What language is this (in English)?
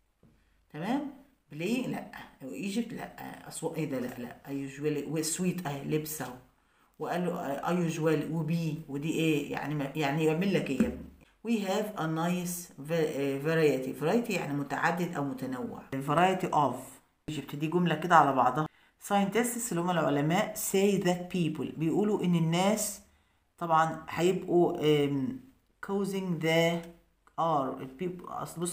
Egyptian Arabic